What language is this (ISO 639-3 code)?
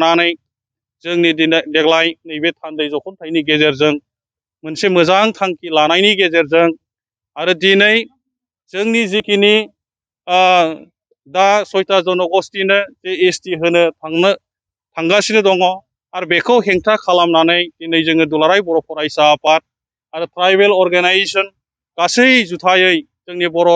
brx